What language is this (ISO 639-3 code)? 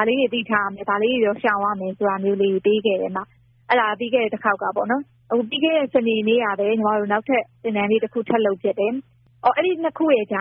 mya